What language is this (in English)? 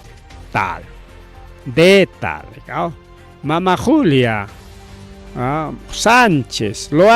Ayacucho Quechua